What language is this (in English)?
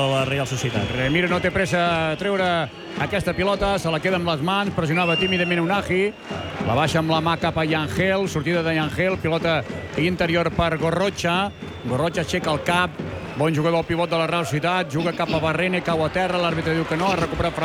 Catalan